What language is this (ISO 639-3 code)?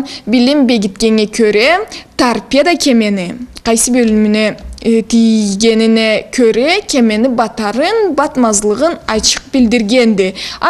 krc